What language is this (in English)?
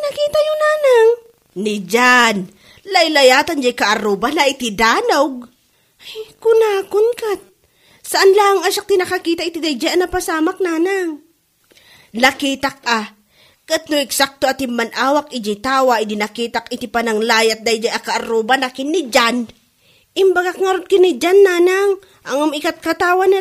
Iloko